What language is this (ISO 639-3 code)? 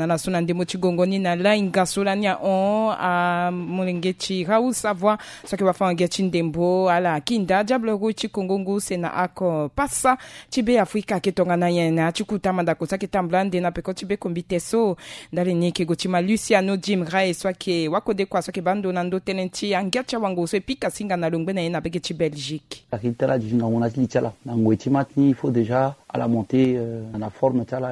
sag